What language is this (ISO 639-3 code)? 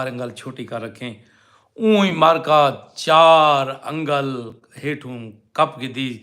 skr